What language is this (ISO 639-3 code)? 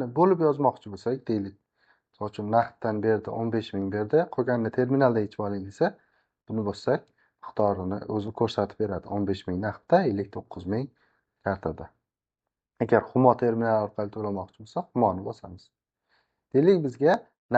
uzb